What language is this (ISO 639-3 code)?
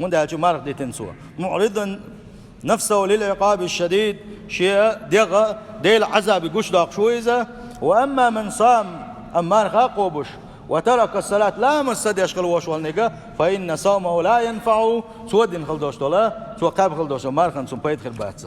che